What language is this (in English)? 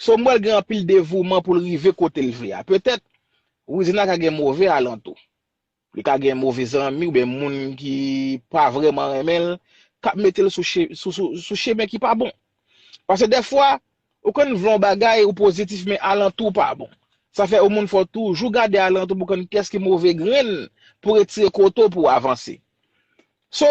Haitian Creole